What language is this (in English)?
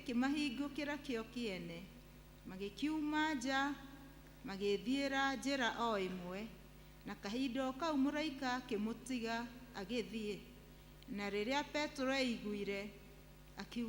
Kikuyu